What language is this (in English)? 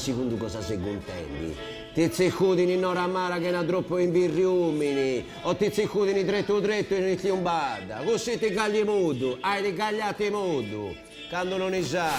Sardinian